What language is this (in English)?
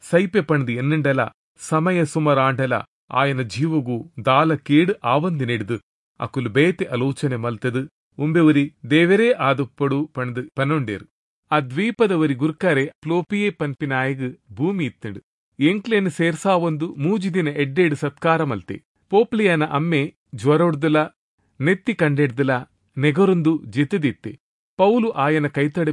Tulu